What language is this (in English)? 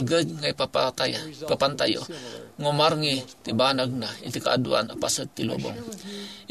Iloko